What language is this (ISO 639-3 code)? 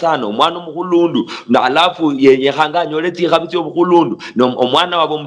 luy